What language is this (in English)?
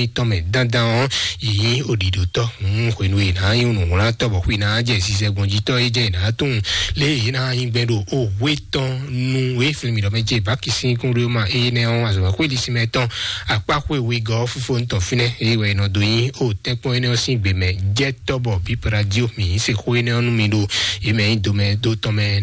Fon